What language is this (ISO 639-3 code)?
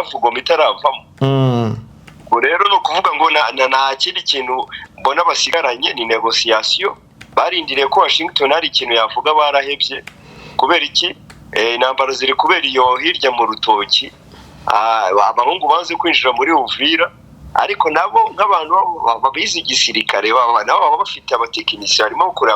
kin